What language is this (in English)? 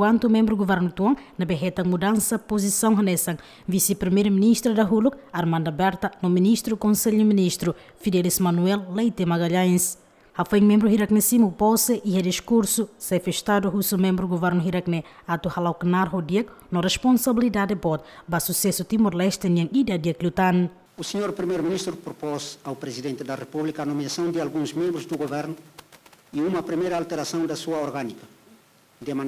Tetum